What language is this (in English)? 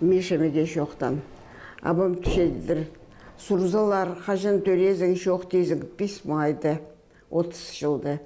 Khakas